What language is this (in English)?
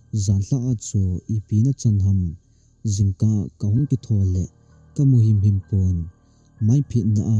Thado Chin